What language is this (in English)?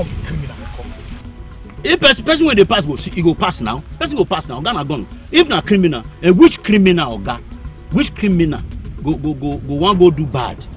Nigerian Pidgin